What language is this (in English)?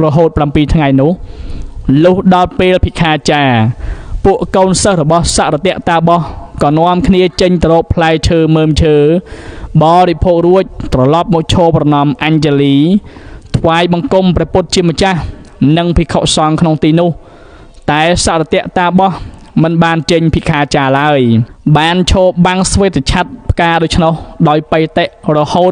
Khmer